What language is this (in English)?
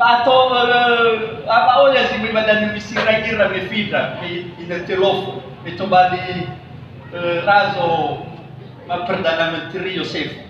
Nias